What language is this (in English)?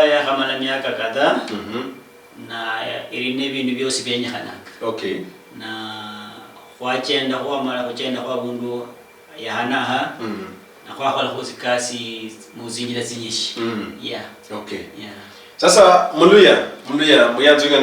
Luyia